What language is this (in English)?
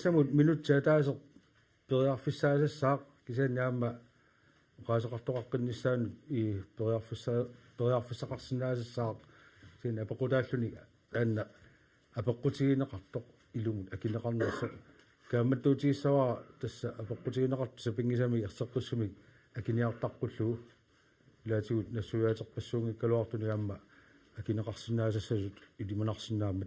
Kalaallisut